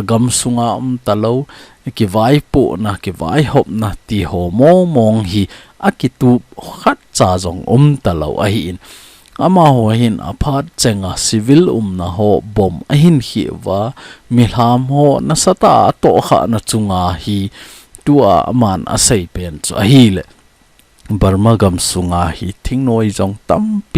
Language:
Thado Chin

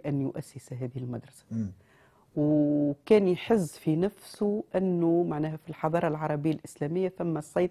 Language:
Tunisian Arabic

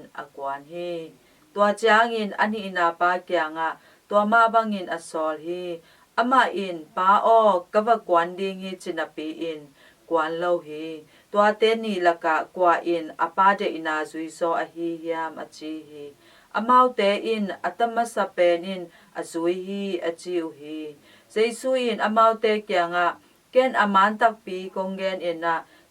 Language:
Tedim Chin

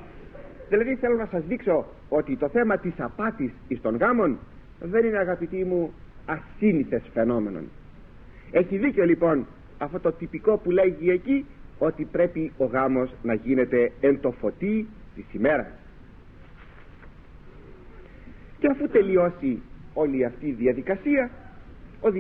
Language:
Greek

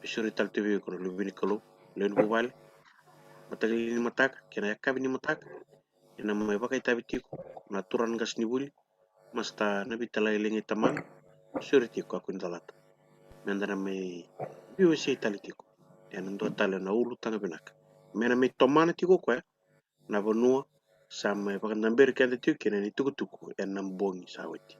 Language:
Fijian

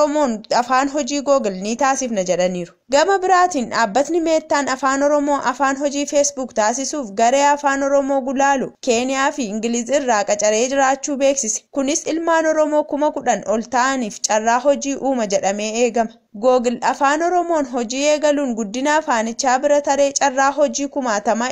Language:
Oromo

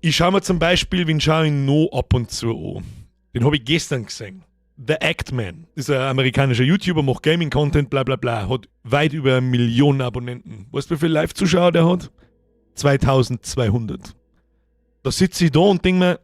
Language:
Bavarian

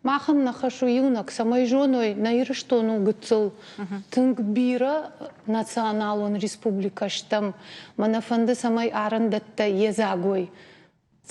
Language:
Ossetic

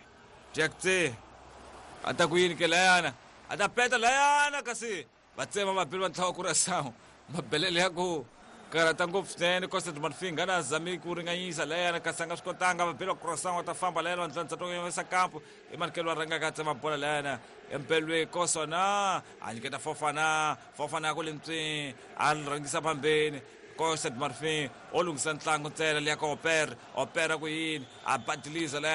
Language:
Tsonga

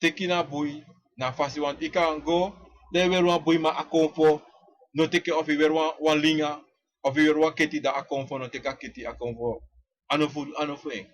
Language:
Sranan Tongo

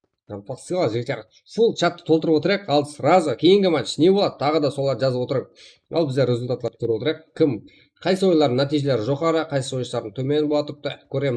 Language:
Kara-Kalpak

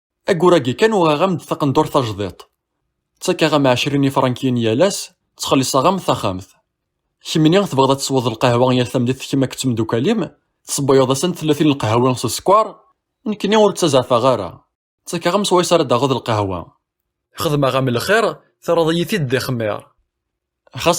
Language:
Kabyle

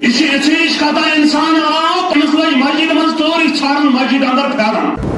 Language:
Kashmiri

